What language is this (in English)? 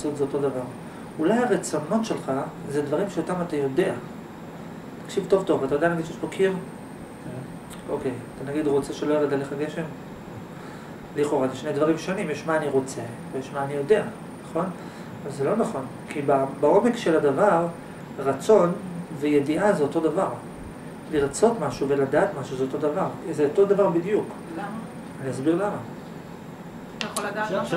Hebrew